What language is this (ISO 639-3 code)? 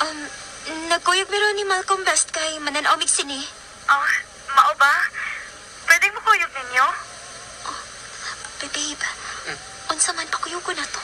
ceb